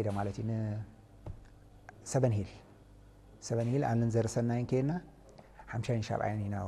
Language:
Tigrinya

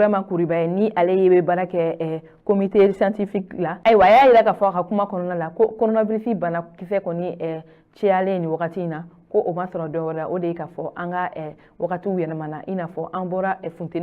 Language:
Bambara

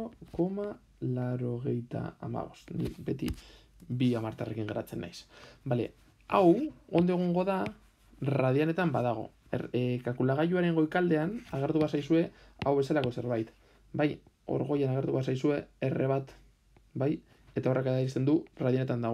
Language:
Basque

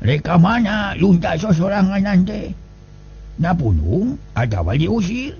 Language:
Sundanese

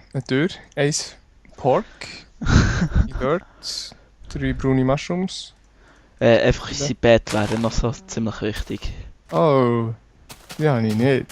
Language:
Swiss German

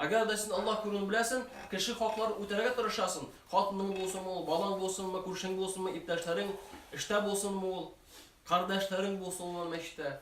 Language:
Tatar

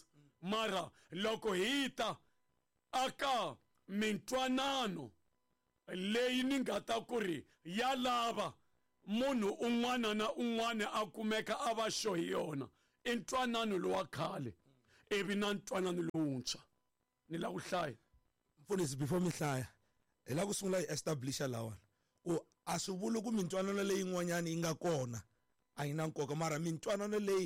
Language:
Tsonga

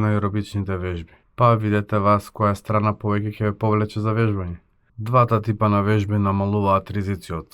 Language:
Macedonian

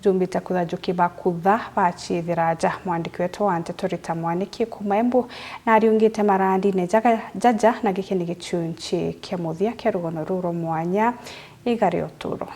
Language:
Meru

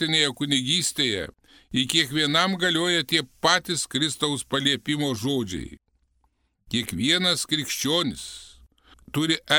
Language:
Lithuanian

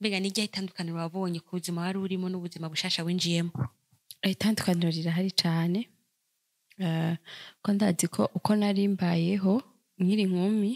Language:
Rundi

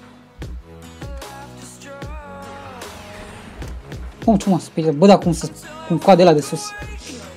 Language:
Romanian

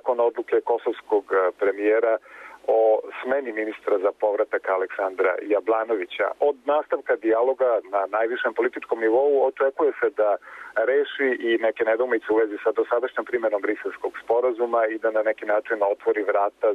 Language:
Serbian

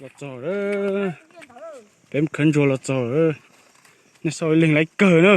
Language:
Hmong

